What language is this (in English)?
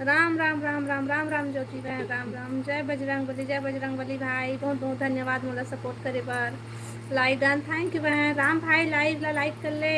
Chhattisgarhi